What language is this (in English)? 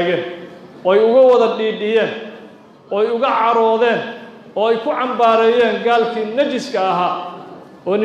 Somali